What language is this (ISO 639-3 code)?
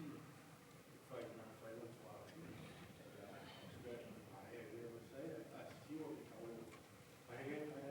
ton